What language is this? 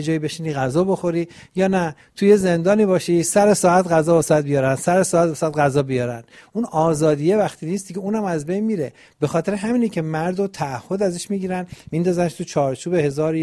Persian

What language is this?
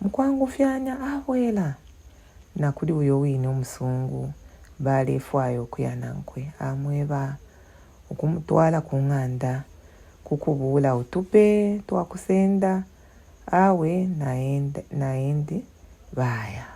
Bemba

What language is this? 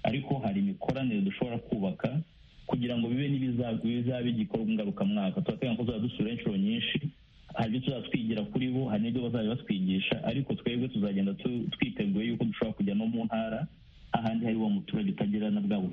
Kinyarwanda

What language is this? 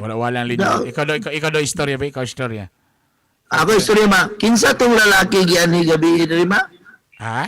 Cebuano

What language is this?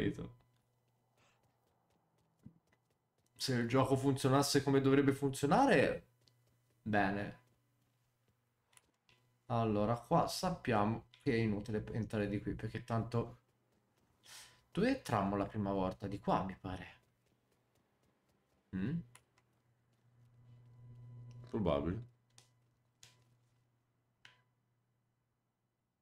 Italian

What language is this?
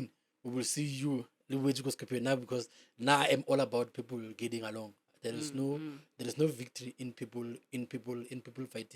Northern Sotho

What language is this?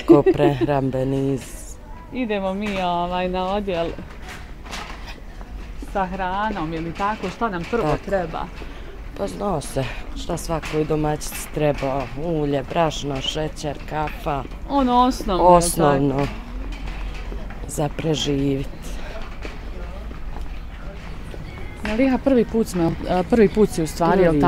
Bosnian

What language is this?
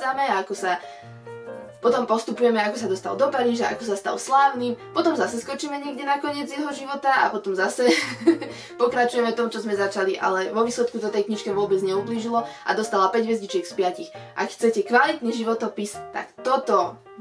Slovak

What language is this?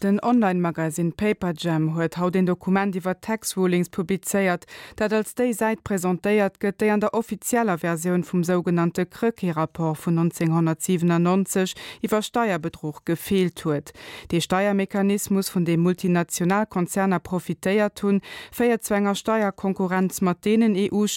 Luxembourgish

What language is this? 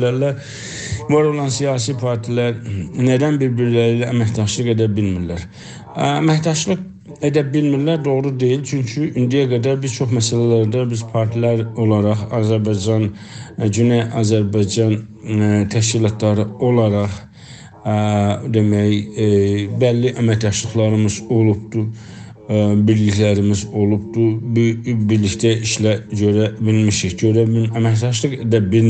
South Azerbaijani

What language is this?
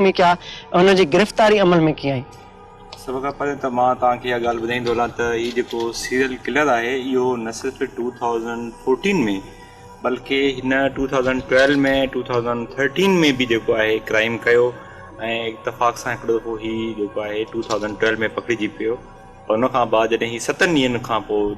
Sindhi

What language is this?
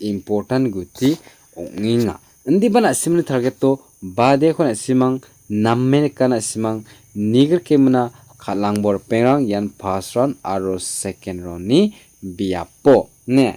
Garo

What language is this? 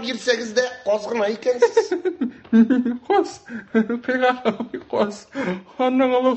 Tatar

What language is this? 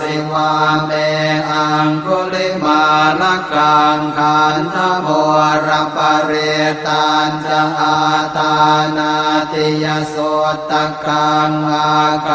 Pali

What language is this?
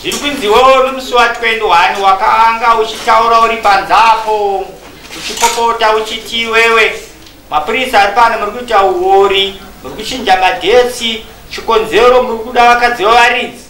Shona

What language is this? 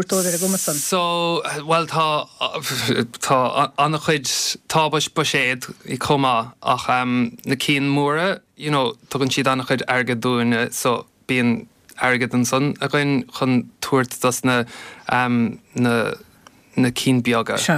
Irish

